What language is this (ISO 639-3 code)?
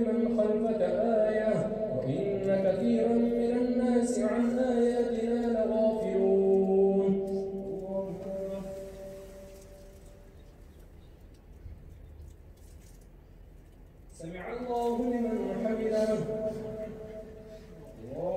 ara